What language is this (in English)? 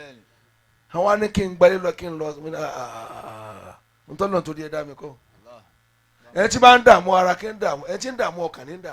Yoruba